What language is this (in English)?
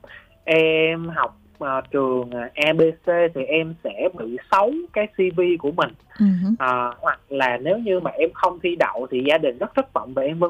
Vietnamese